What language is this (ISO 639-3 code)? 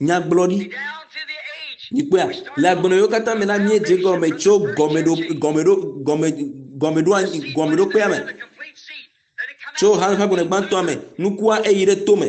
ewe